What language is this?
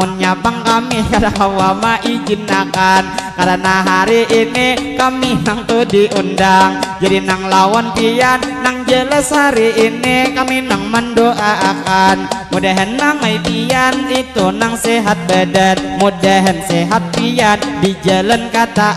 Banjar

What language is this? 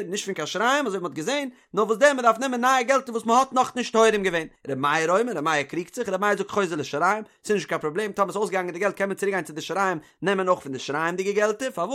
Yiddish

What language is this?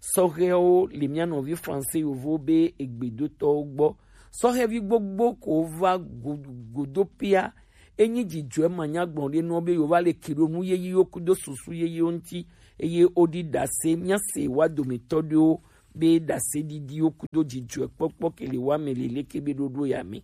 Gen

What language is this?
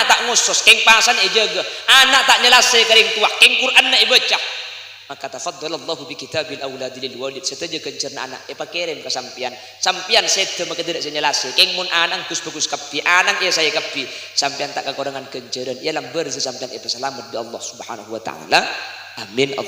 Madurese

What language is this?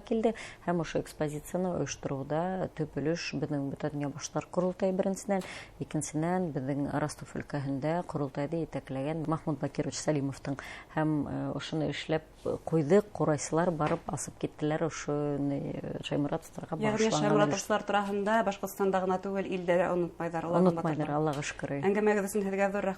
Bashkir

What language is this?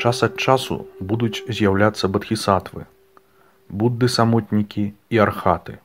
Belarusian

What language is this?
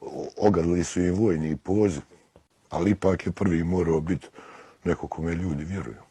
Bosnian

